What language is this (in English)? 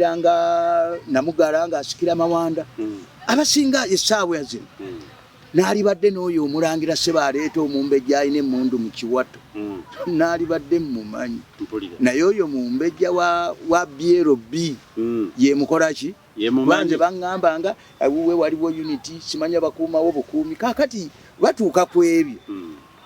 Ganda